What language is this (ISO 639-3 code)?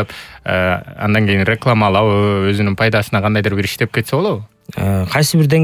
kir